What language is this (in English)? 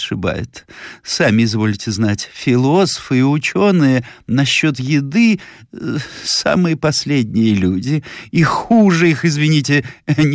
Russian